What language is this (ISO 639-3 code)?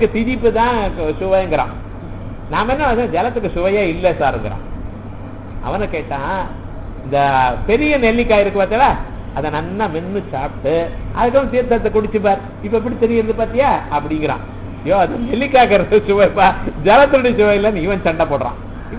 tam